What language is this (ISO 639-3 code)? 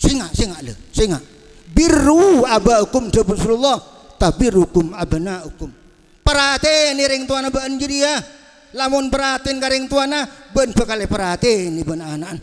mad